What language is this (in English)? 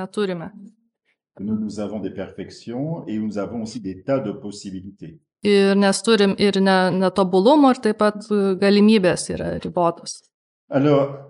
Lithuanian